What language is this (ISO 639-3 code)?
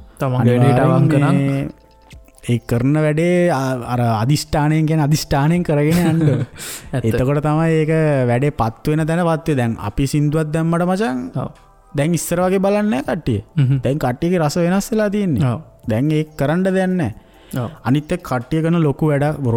sin